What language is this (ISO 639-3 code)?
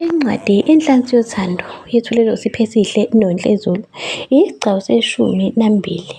zul